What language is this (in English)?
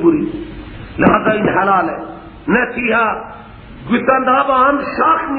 Persian